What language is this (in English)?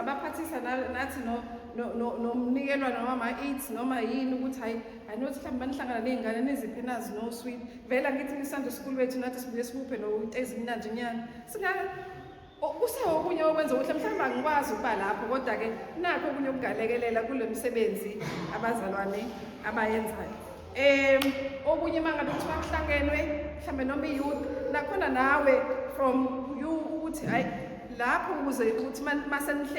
Zulu